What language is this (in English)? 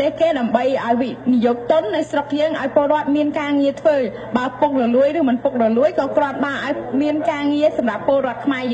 Khmer